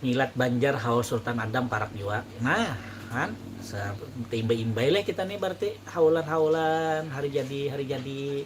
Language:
Banjar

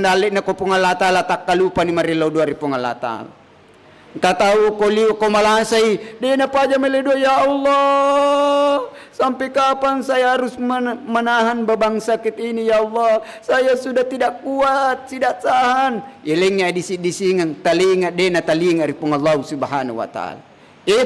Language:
Buginese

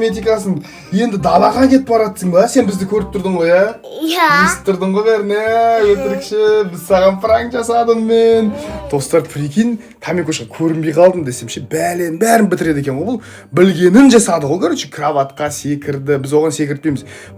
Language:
Kazakh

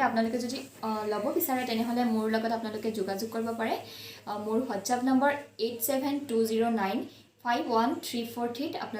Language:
Assamese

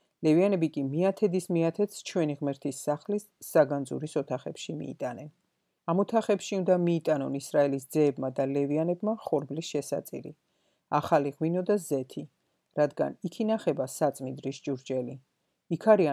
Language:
Georgian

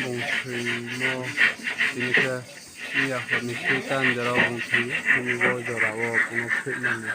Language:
Riang (India)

